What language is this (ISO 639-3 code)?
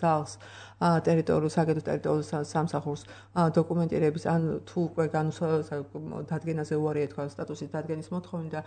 kat